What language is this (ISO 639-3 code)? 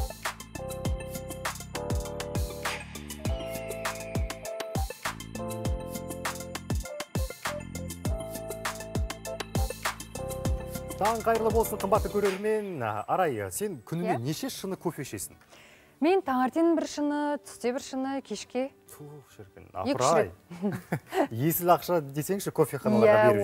kaz